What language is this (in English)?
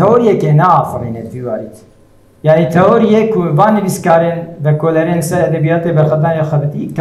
Kurdish